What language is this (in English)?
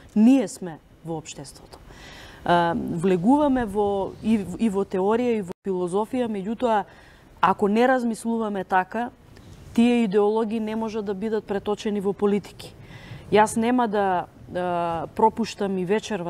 Macedonian